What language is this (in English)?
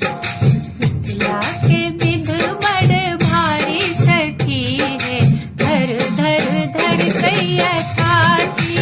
Maithili